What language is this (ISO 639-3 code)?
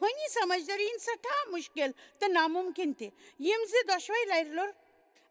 kas